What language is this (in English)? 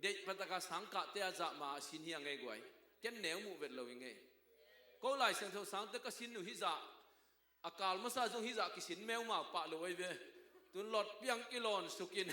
Tedim Chin